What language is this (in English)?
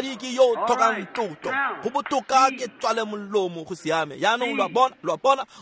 Tswana